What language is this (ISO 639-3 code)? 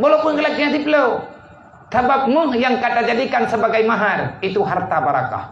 ace